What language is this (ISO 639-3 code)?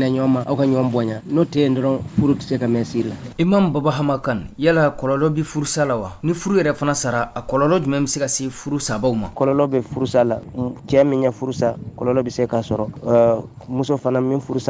bam